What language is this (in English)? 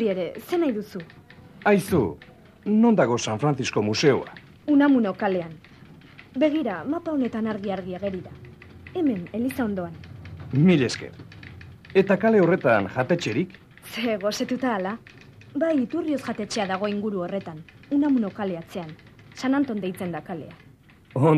Basque